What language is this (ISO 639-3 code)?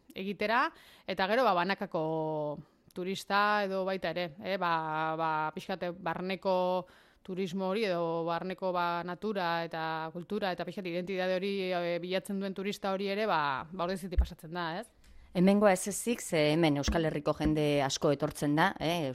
eus